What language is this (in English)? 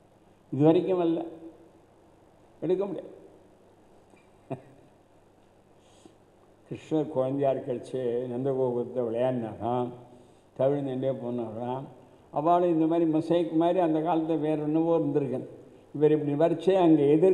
Tamil